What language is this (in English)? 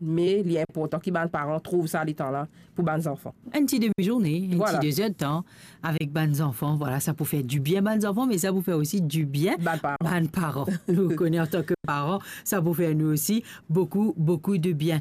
Morisyen